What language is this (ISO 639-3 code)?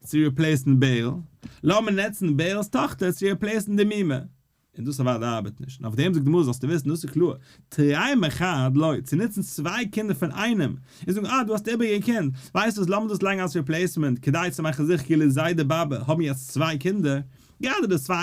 yid